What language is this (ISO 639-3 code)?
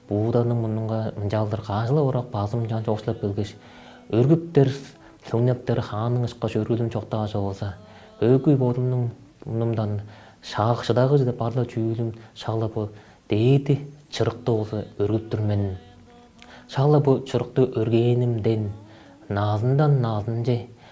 tyv